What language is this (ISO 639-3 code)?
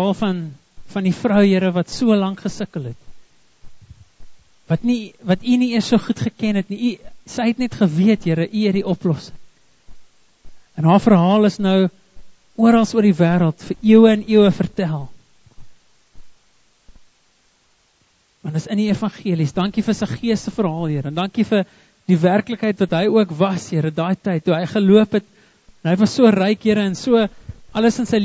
afr